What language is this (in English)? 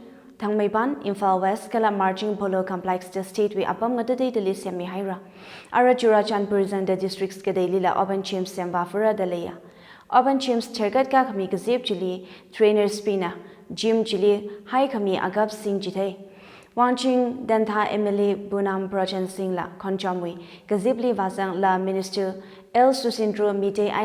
Tangkhul Naga (India)